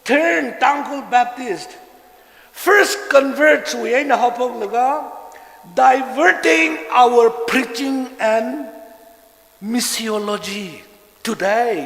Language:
Tangkhul Naga (India)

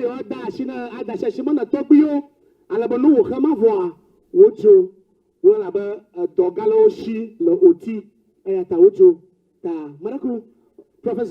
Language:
Ewe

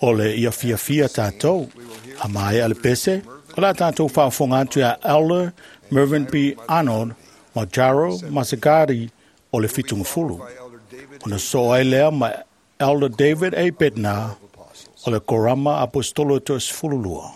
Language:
Samoan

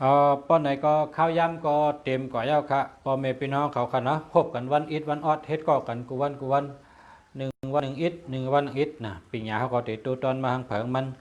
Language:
Shan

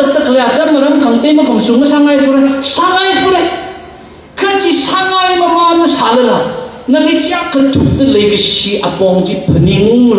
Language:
Tangkhul Naga (India)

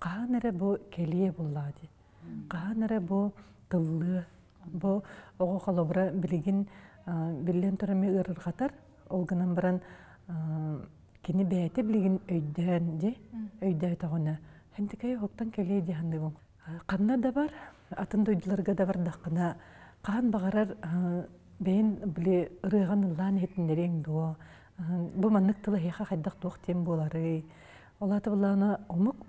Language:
Yakut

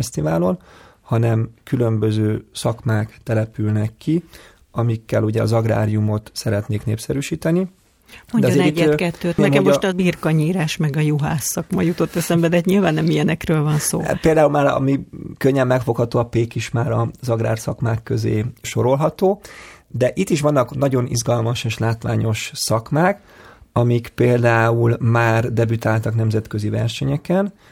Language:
Hungarian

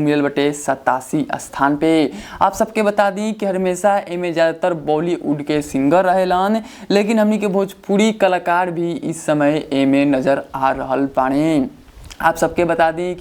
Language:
Bhojpuri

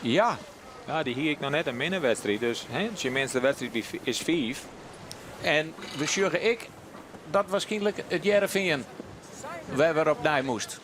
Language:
Western Frisian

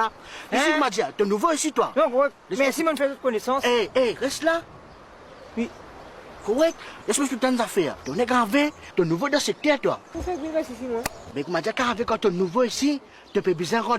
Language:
Morisyen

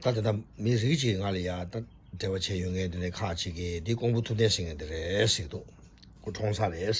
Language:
Tibetan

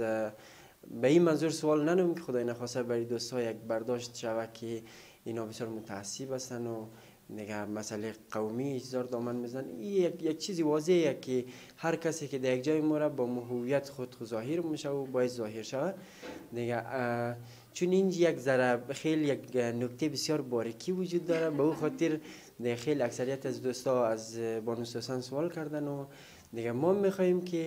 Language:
Persian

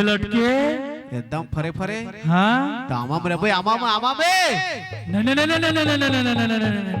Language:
Chhattisgarhi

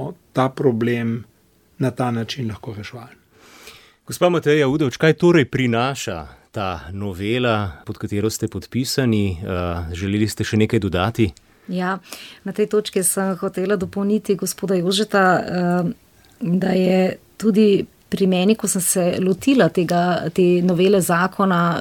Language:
Slovenian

